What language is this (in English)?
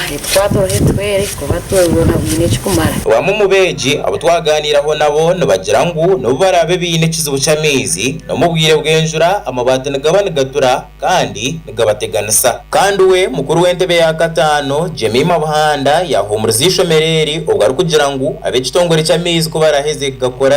Nyankole